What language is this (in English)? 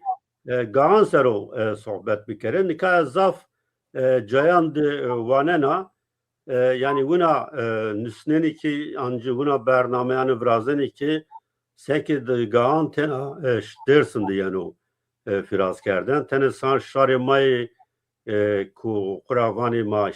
Zaza